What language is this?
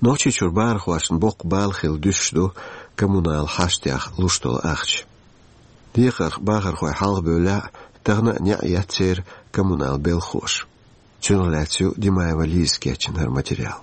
Chechen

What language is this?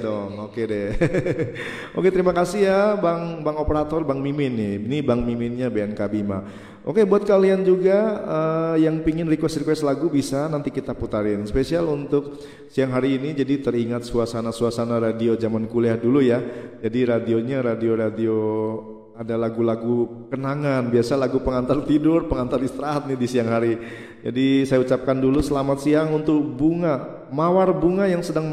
Indonesian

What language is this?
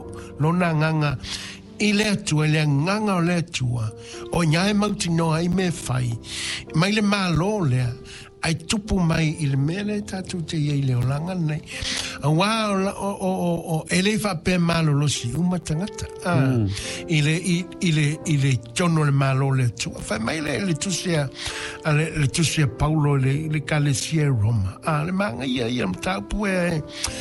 Samoan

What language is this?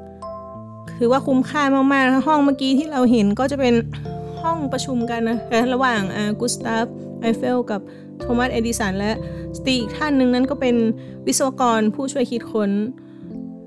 Thai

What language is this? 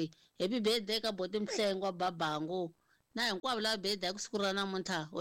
Tsonga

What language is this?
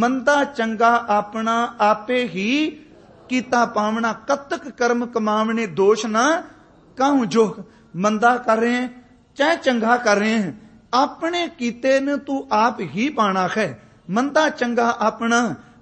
Punjabi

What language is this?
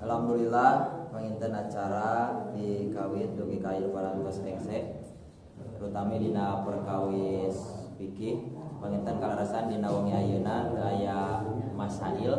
Sundanese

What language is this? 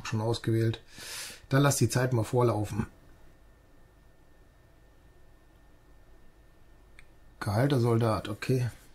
German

